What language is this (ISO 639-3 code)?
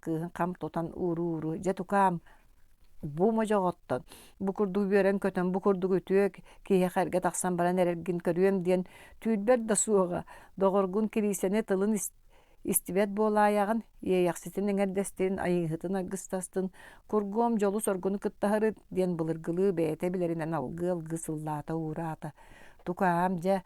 sah